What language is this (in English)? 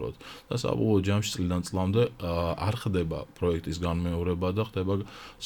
Georgian